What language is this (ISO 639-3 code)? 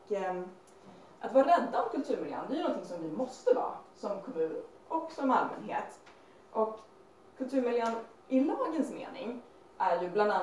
swe